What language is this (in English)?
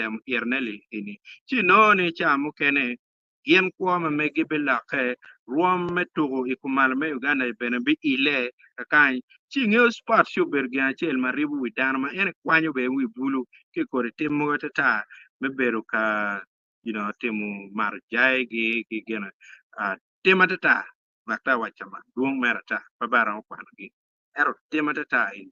Acoli